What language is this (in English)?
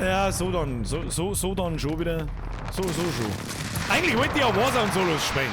Bavarian